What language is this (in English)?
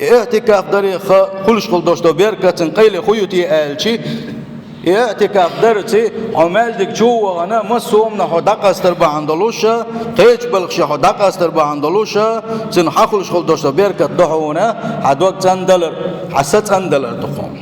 Chechen